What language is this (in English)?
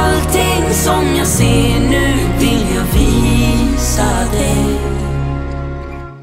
Swedish